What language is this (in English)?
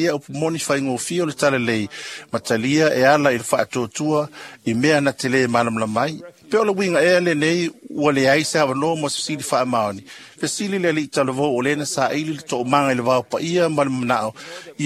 Samoan